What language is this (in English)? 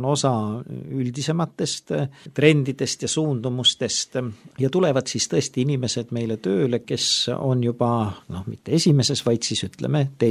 Estonian